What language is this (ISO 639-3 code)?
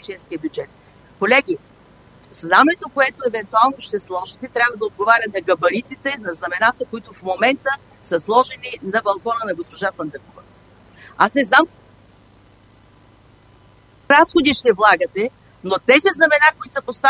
bul